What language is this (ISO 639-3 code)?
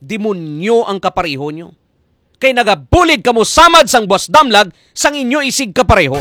hil